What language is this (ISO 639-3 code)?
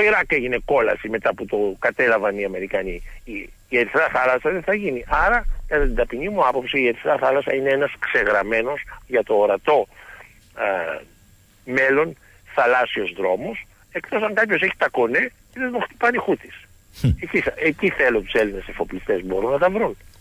ell